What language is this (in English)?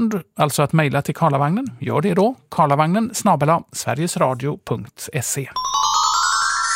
Swedish